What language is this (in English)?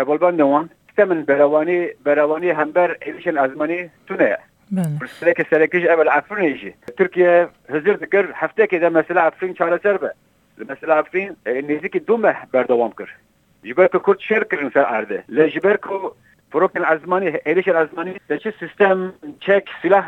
Kurdish